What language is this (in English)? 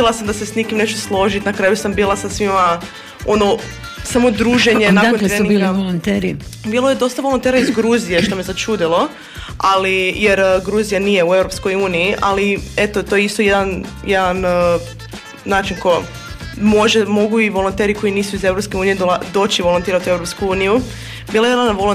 Croatian